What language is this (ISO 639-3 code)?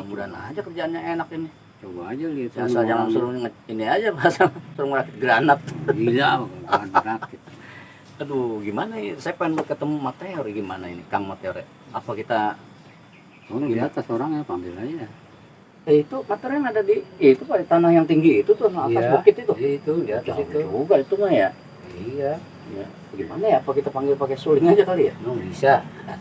bew